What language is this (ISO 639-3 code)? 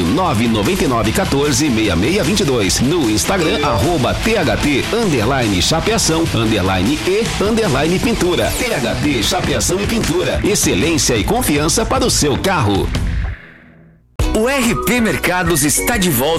por